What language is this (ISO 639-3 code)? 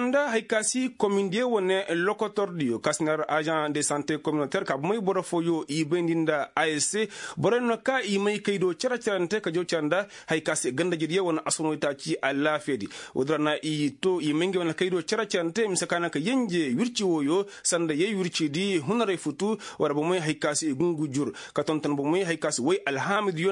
ses